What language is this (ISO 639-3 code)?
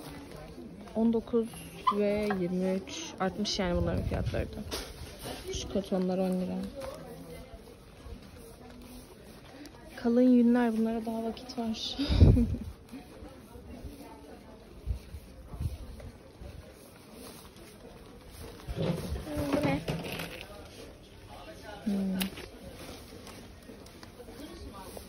tur